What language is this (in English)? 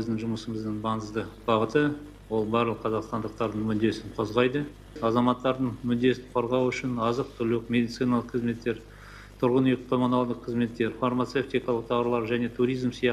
Kazakh